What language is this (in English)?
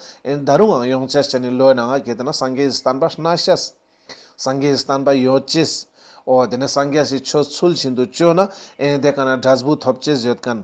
Ladakhi